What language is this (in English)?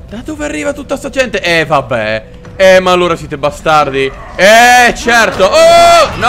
Italian